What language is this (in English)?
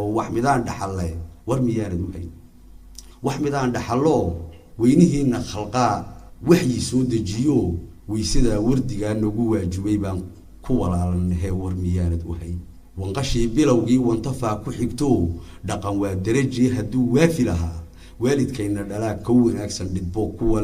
Somali